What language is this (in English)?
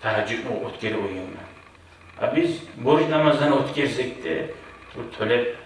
Kumyk